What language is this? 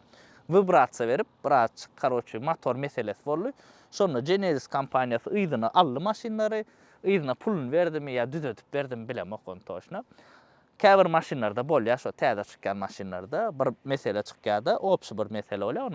Turkmen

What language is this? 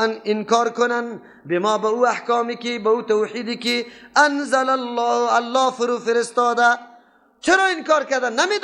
Persian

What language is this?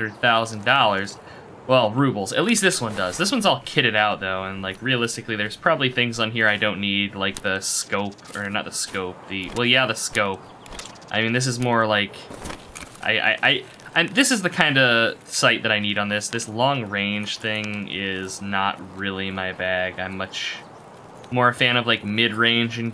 English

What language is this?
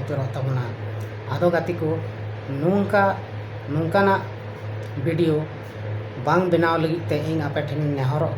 Santali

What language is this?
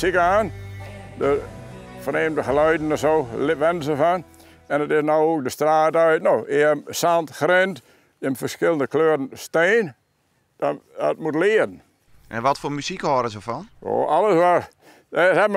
Western Frisian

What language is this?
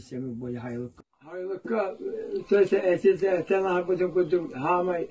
Yakut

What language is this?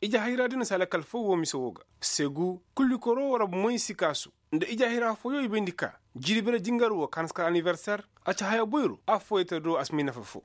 Zarma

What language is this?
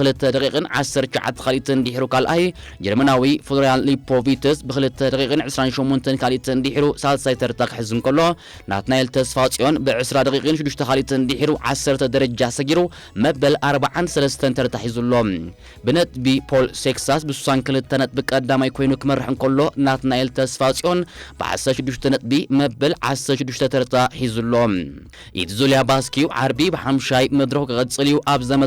Tigrinya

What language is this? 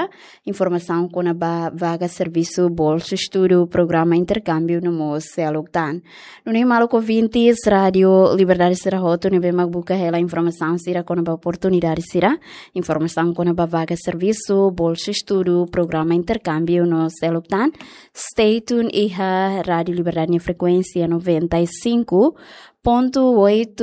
Tetum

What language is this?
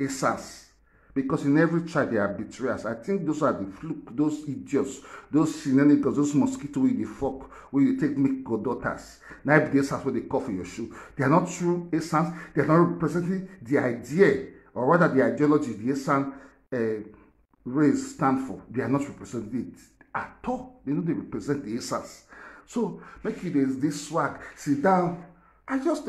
Nigerian Pidgin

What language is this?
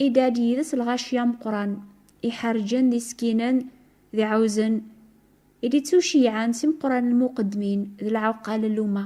Kabyle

